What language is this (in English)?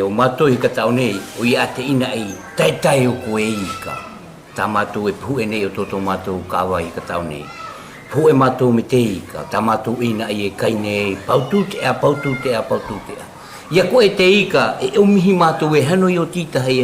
South Marquesan